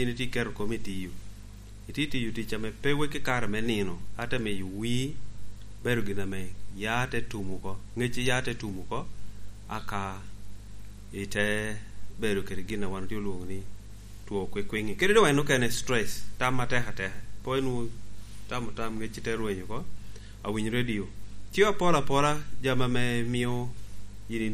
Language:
Lango (Uganda)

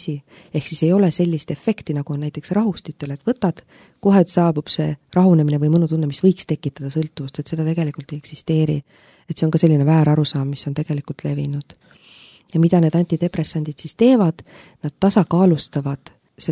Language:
Estonian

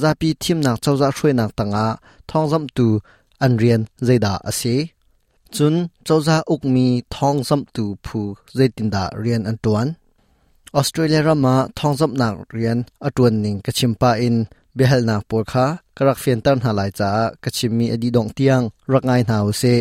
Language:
Hakha Chin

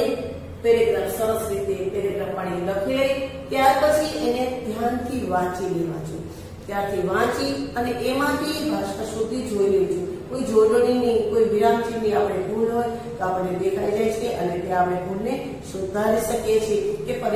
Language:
Gujarati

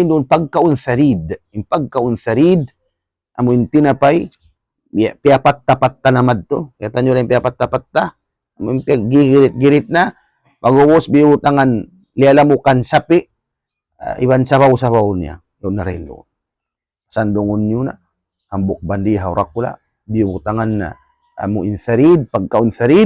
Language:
Tausug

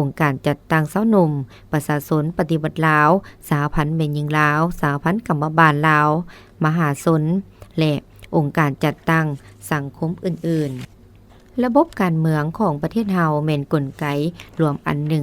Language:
Lao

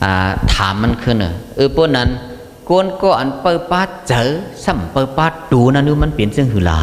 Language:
Shan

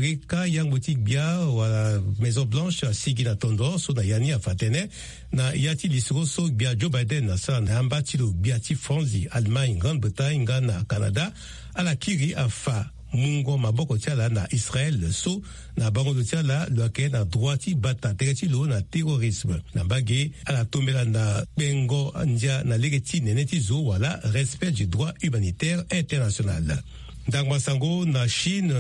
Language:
Sango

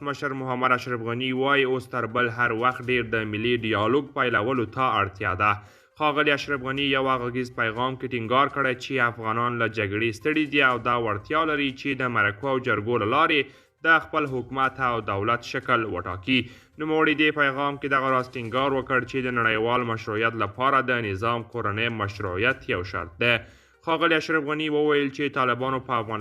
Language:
Pashto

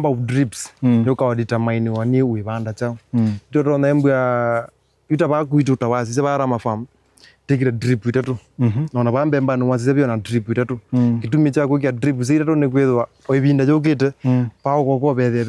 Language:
Kamba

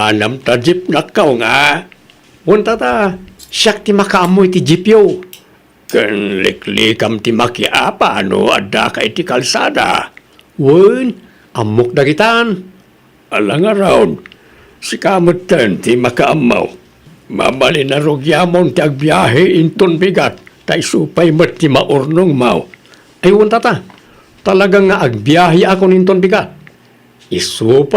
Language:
Iloko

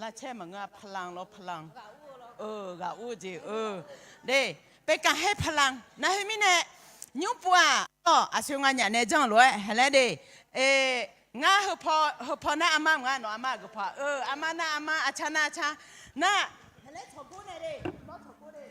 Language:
Akha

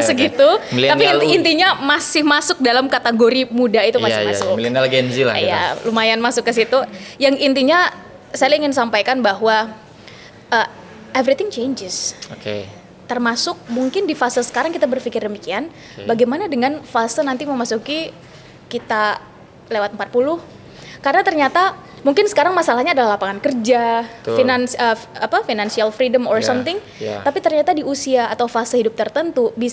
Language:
Indonesian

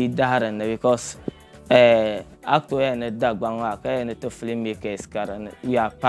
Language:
Dagbani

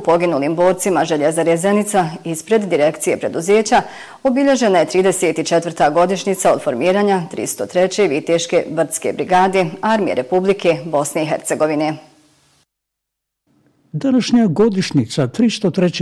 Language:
Bosnian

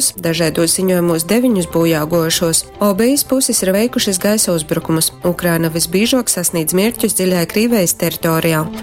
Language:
Latgalian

